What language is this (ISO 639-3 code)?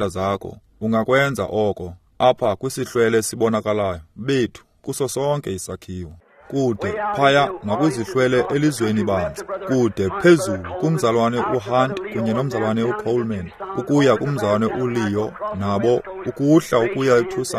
xho